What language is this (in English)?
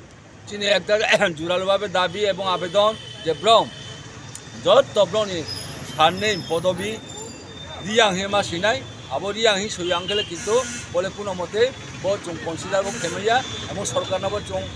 Riang (India)